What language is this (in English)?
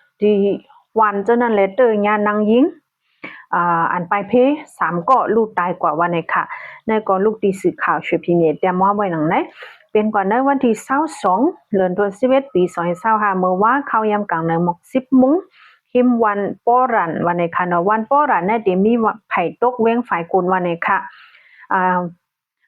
Shan